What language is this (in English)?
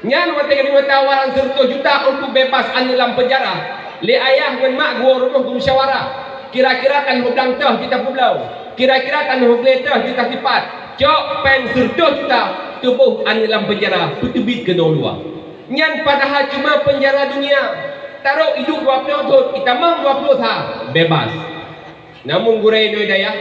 Achinese